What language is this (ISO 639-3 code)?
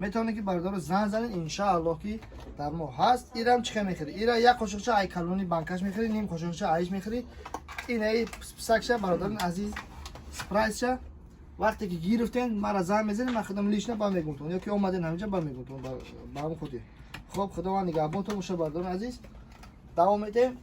tgk